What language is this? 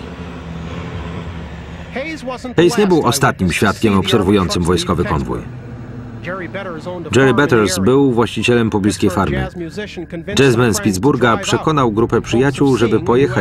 Polish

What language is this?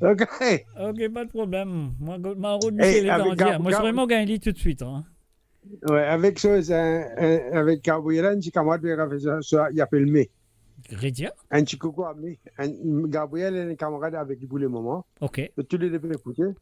Morisyen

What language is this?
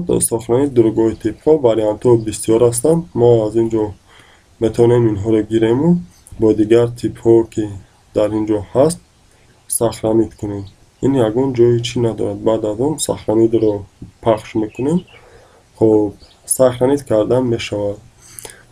Tajik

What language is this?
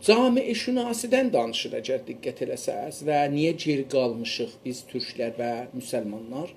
South Azerbaijani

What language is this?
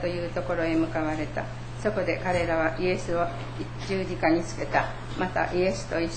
Japanese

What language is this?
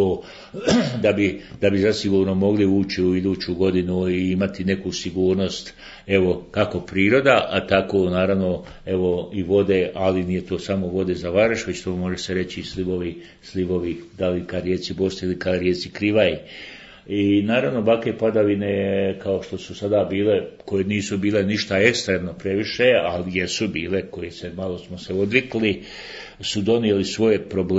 Bosnian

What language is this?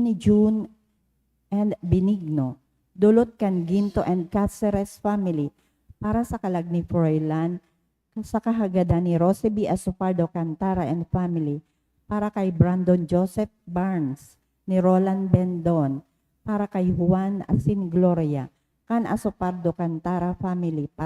Bikol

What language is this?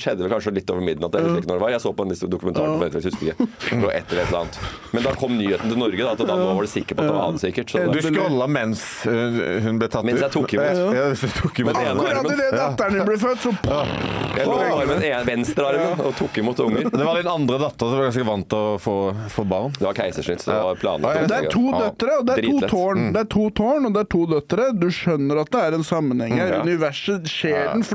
Norwegian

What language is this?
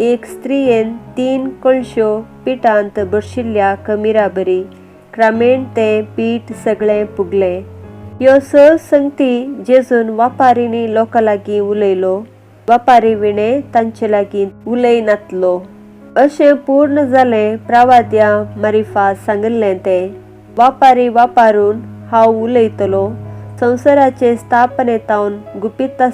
Konkani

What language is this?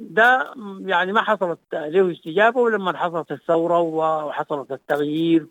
Sudanese Arabic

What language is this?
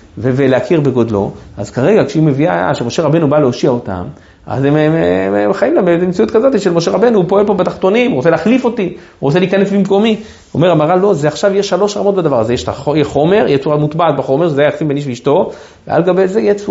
Hebrew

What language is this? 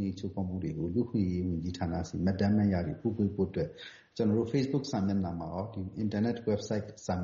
Burmese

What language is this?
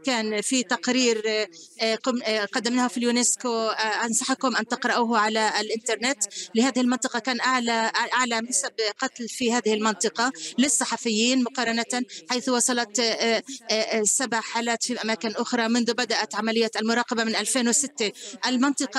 Arabic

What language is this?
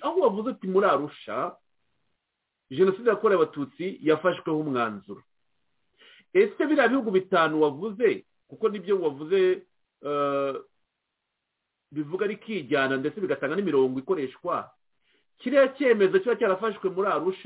Kinyarwanda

